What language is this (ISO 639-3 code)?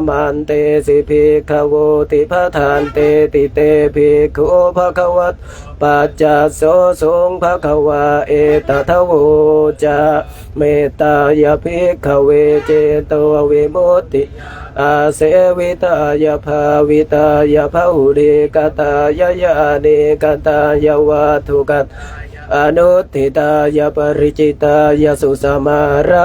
pli